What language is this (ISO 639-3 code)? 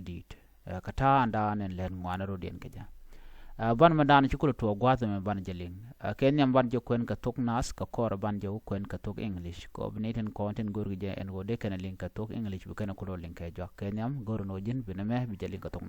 nus